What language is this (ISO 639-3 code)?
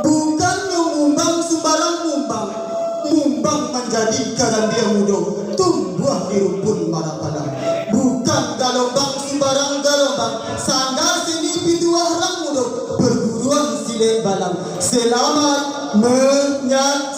min